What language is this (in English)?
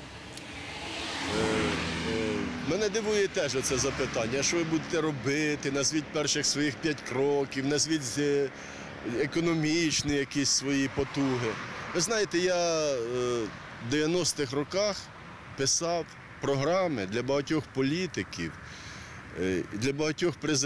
Ukrainian